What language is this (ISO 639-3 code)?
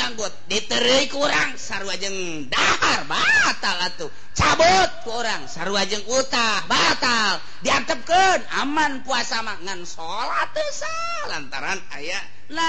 sun